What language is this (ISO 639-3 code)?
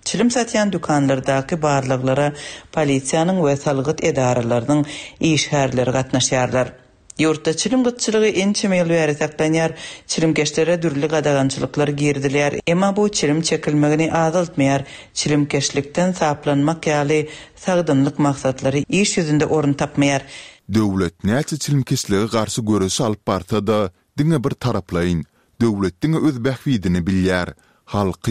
tuk